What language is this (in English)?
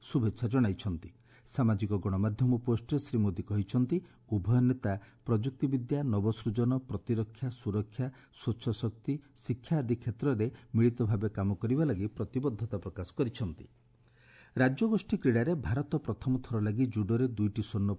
Odia